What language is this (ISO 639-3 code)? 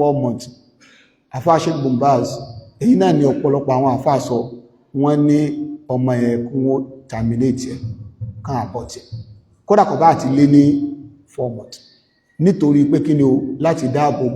yor